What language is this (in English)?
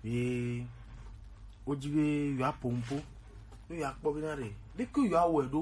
Gen